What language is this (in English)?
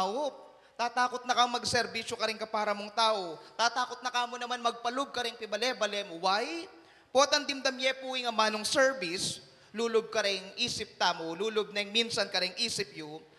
Pampanga